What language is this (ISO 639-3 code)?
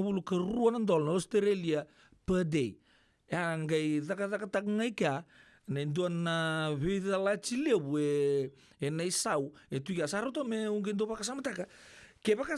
fij